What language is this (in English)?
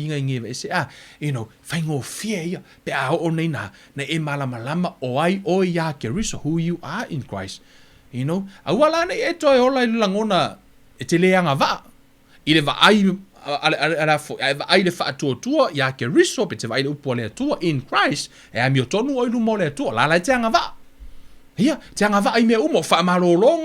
Samoan